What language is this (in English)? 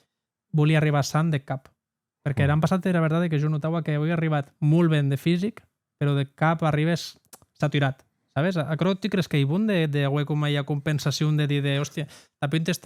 Occitan